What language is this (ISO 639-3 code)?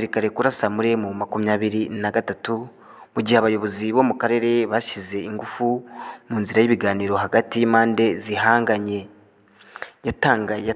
kin